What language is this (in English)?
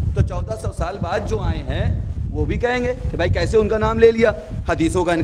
Urdu